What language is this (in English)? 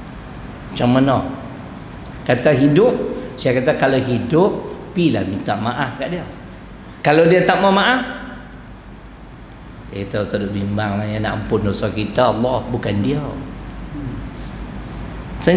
Malay